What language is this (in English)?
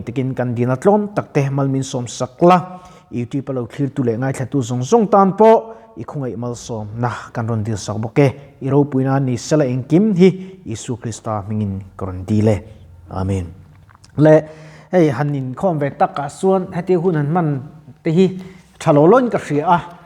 Mizo